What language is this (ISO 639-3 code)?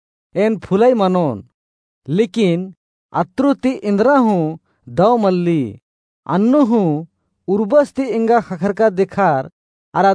kru